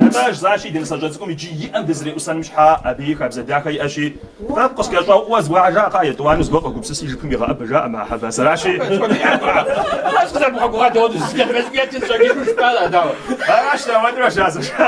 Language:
Kabardian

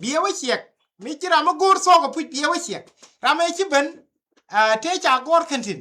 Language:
Nuer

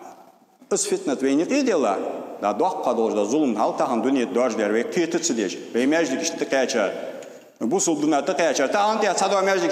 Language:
Ingush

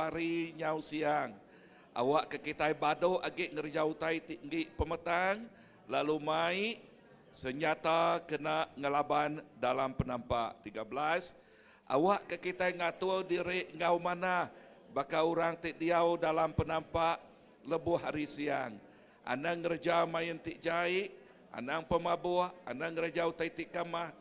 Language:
Iban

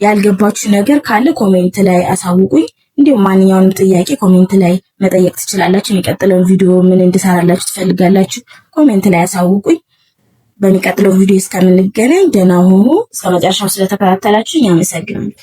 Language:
Amharic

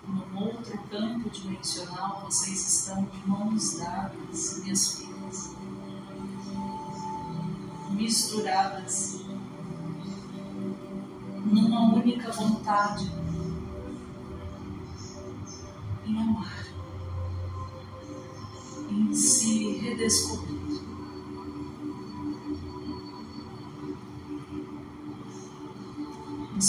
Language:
Portuguese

